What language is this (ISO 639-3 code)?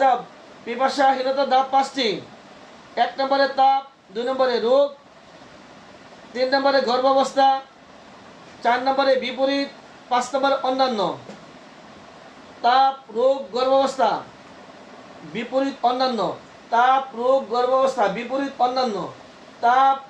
ben